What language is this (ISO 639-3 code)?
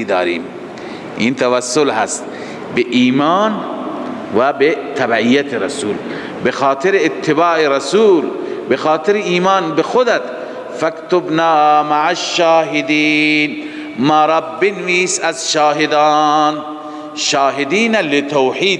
fas